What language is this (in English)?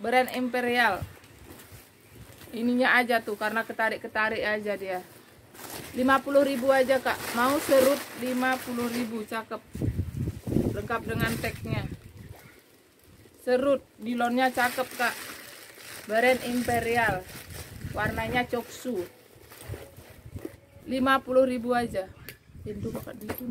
Indonesian